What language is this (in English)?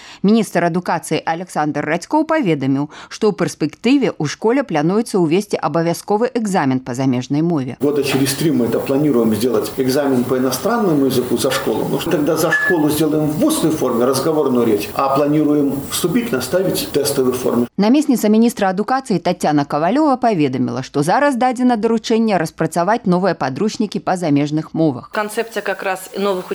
Belarusian